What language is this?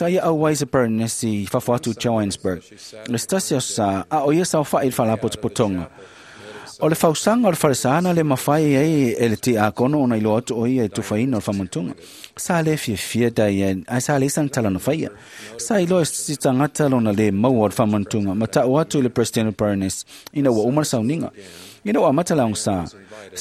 Samoan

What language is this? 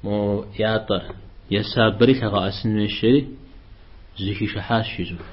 Kabardian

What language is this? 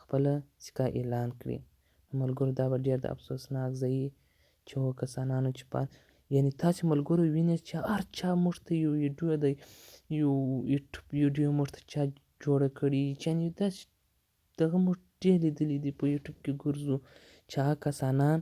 Pashto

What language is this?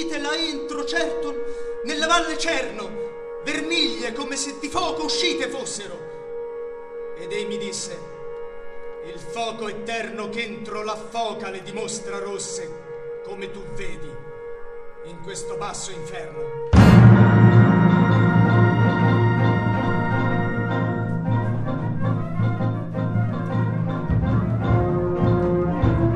Italian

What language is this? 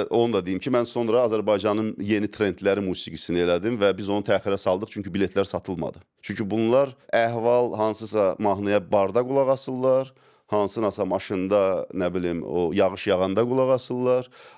Azerbaijani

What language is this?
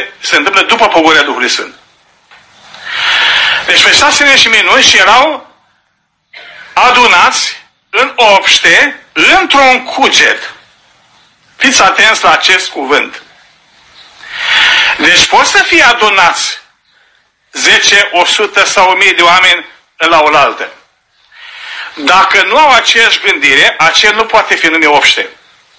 Romanian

